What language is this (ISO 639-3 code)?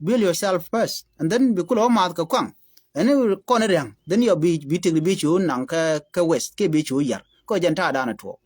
nus